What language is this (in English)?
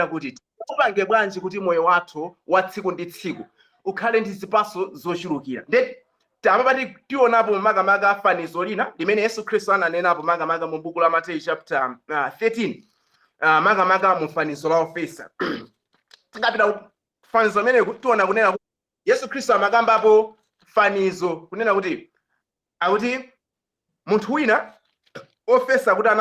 Nyanja